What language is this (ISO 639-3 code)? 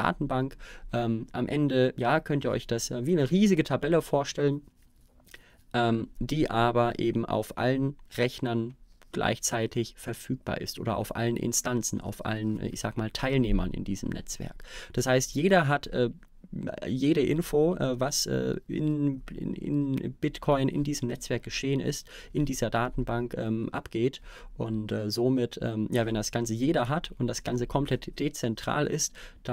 deu